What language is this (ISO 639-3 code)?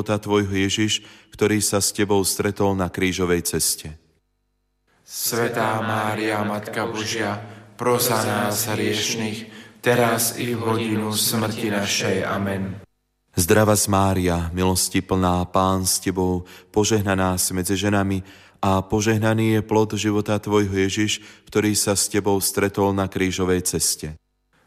slk